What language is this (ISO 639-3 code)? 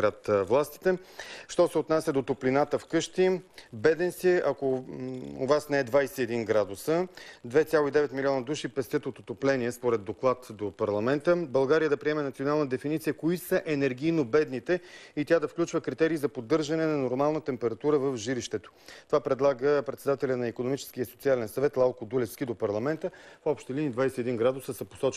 bul